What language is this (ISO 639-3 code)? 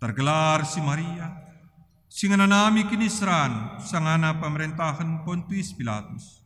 btx